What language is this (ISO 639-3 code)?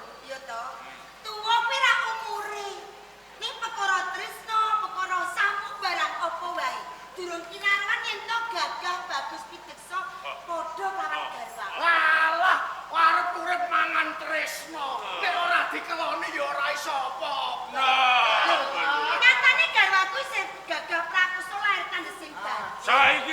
jav